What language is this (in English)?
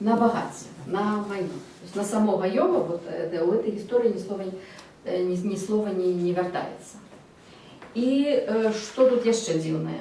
Belarusian